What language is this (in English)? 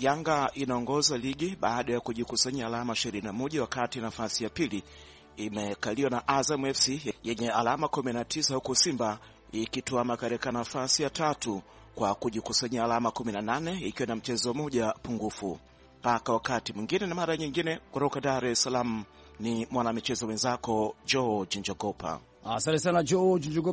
Swahili